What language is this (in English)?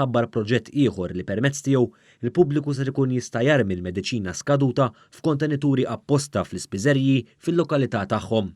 Maltese